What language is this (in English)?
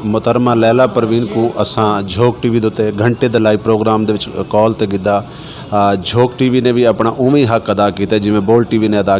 Saraiki